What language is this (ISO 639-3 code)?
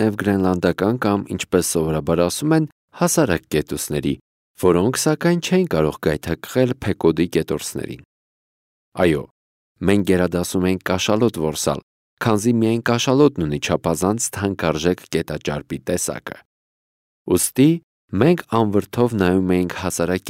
hye